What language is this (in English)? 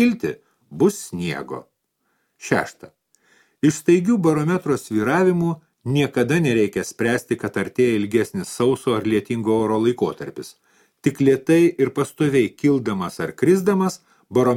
Lithuanian